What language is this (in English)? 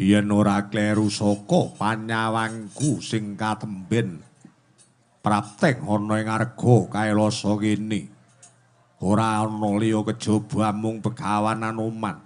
Javanese